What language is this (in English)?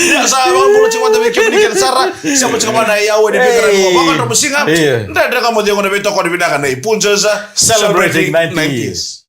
Fijian